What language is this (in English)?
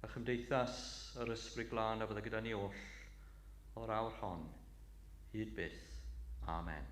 Welsh